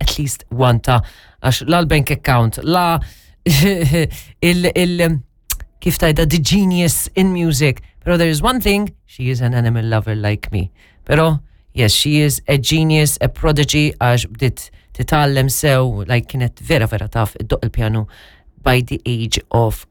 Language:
Maltese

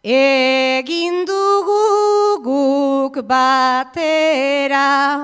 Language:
Basque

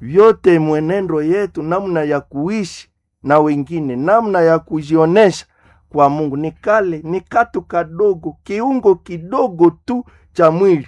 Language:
Nande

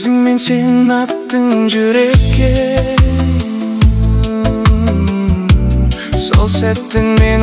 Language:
Kazakh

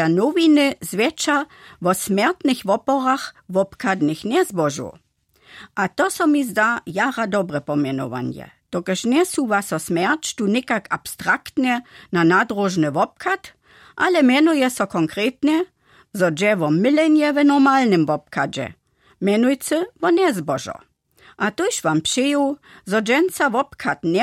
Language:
Upper Sorbian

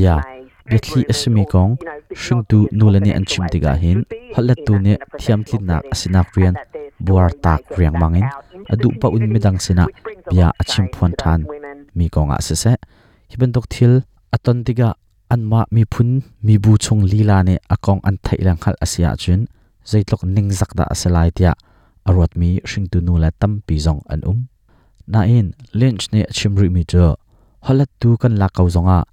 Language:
Hakha Chin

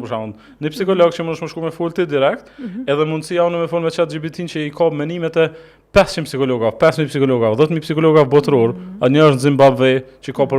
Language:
Albanian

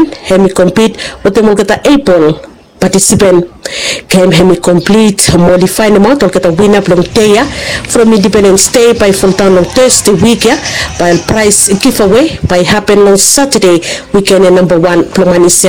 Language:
Bislama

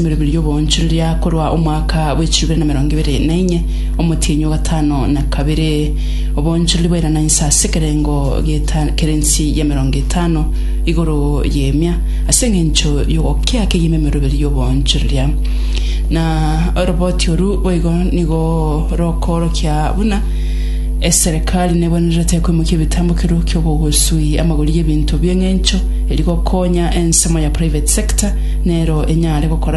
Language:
Gusii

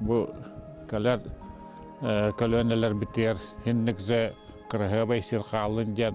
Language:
Yakut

